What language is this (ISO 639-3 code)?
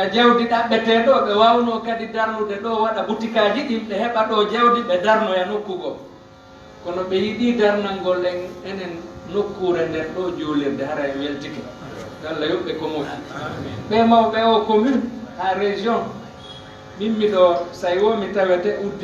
fuf